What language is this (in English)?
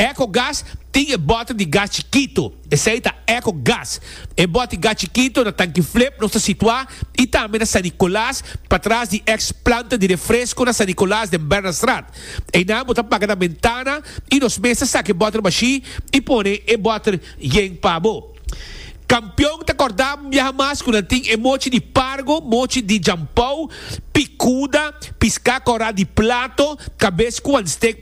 Papiamento